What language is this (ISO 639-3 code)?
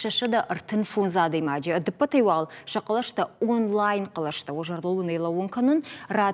oss